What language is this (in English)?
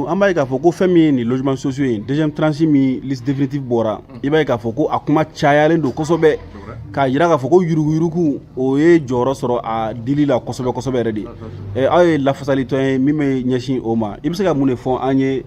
Bambara